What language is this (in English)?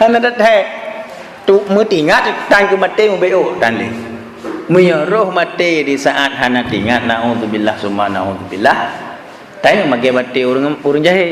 Achinese